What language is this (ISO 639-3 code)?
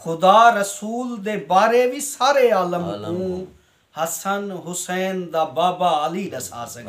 skr